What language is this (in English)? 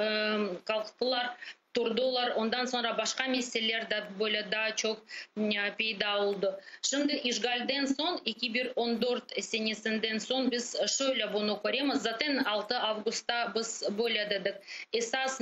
Crimean Tatar